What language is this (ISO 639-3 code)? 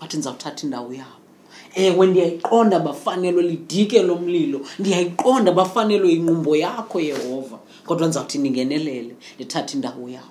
xho